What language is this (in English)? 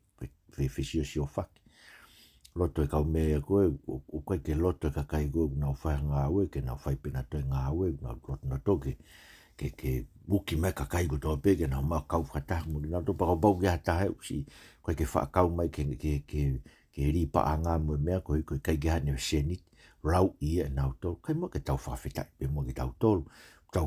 Tongan